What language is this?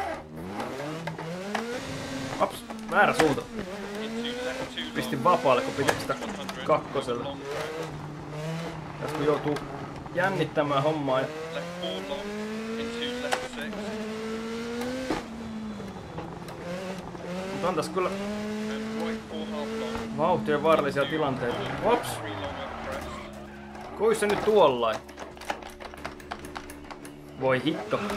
Finnish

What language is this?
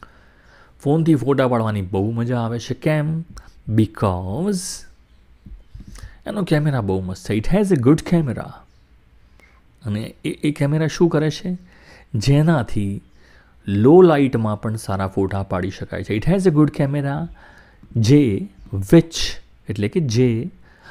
Gujarati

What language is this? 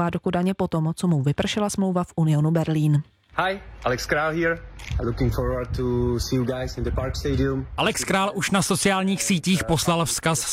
Czech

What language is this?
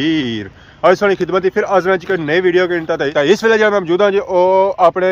Pahari-Potwari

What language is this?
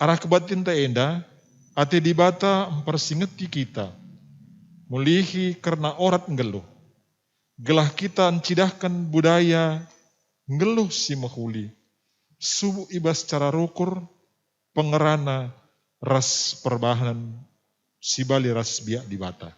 Batak Karo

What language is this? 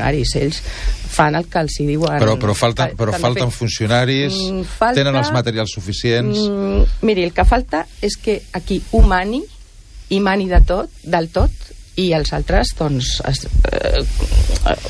Catalan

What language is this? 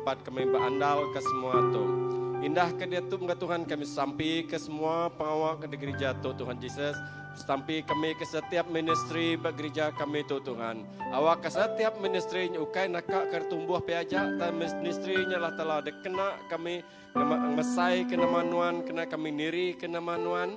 Iban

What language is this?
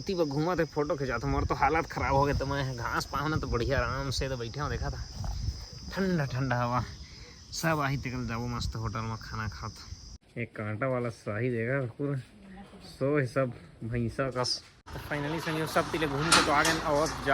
Chhattisgarhi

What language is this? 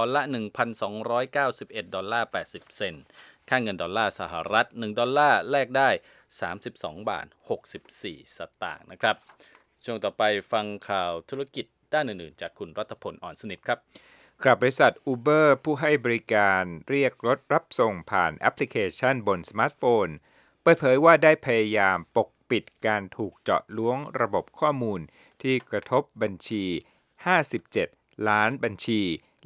Thai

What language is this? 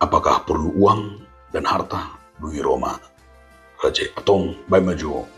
Batak Toba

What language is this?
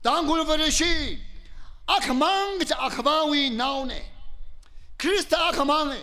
Tangkhul Naga (India)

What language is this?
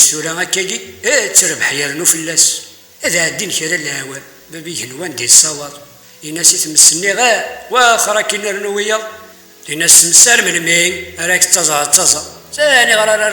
Kabyle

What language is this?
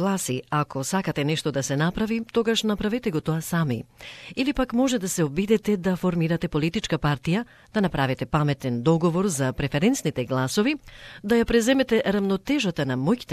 Macedonian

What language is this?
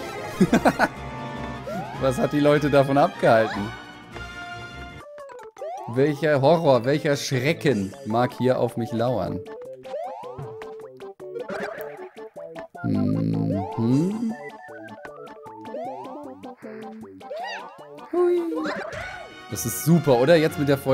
German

